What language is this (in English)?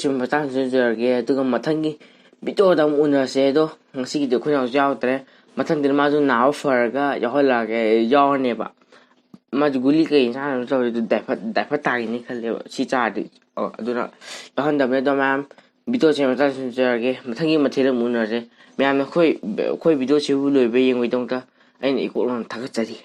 Manipuri